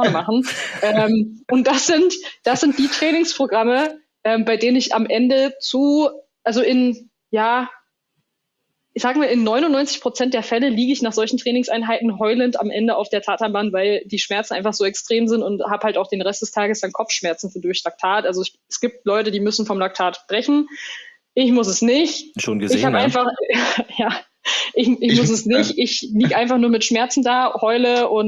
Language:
German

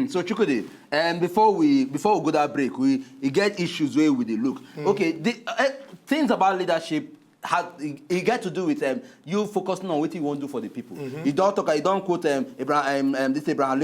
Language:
Nigerian Pidgin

